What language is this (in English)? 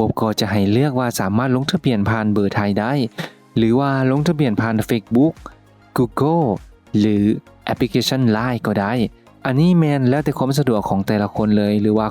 Lao